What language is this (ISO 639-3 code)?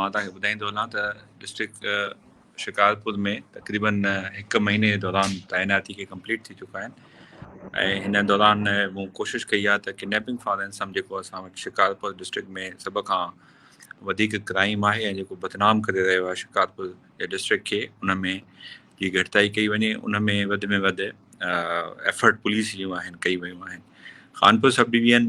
snd